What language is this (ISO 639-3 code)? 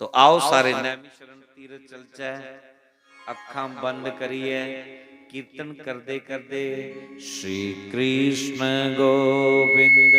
doi